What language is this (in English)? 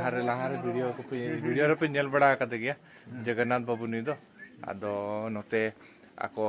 Santali